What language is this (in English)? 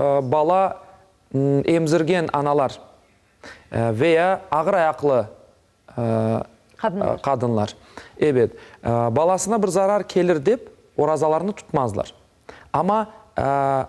Crimean Tatar